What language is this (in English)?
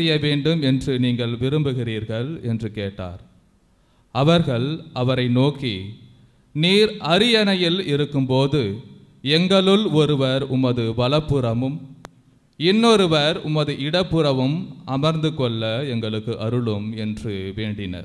Tamil